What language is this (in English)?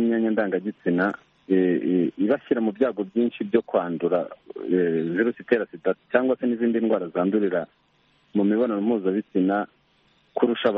Kinyarwanda